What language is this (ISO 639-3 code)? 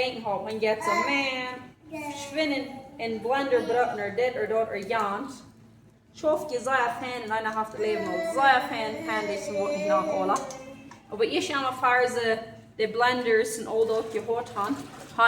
pdt